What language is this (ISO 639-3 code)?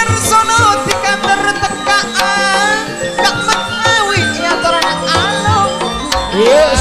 mad